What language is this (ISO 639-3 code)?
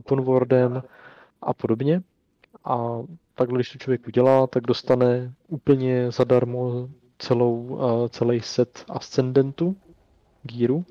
ces